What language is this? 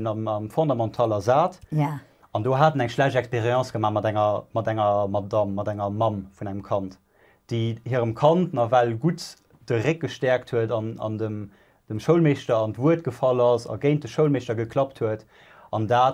Luxembourgish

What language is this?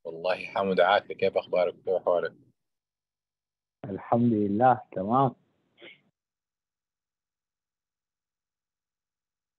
Arabic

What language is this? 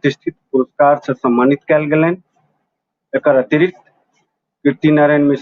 Maithili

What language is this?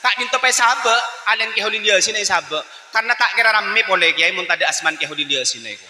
Madurese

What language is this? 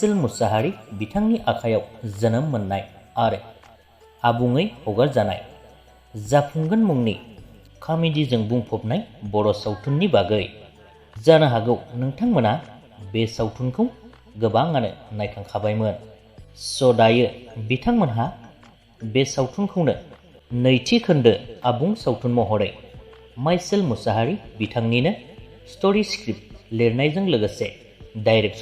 Bodo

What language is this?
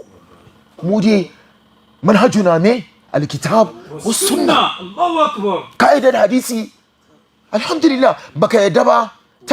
Hausa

